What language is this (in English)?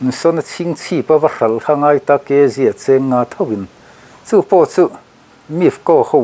Mizo